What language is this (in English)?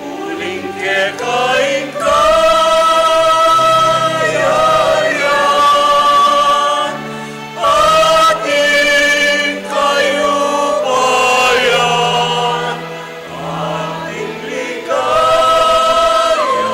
Pampanga